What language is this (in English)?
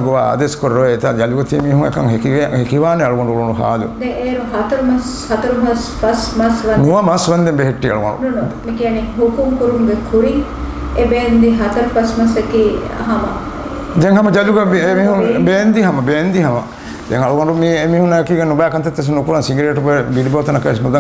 Divehi